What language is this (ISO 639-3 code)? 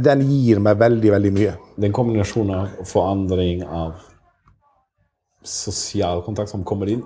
nor